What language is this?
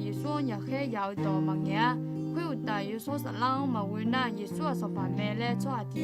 Akha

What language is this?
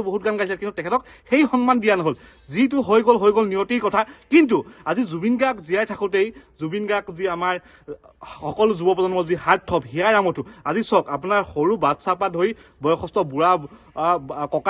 Assamese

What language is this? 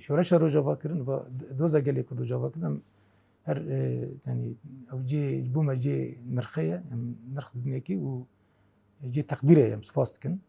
Kurdish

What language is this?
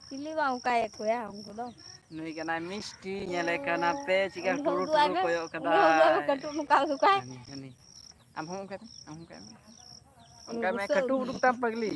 Santali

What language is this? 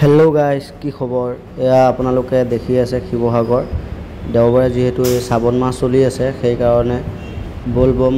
Assamese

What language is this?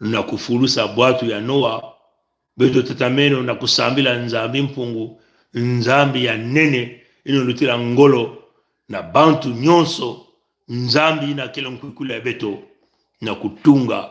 Kituba (Congo)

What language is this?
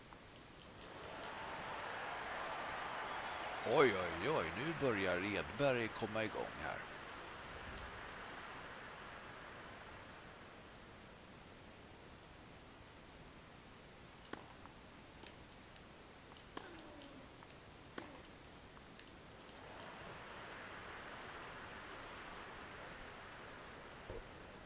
Swedish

